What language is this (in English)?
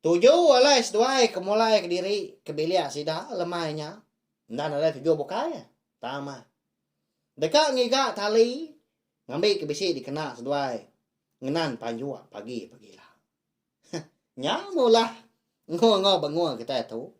Iban